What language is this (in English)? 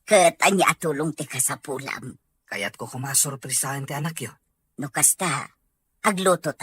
Iloko